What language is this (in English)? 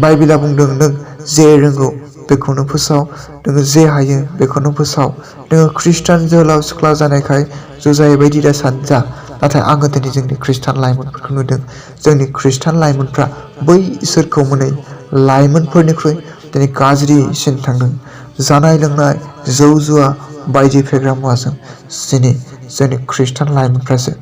Bodo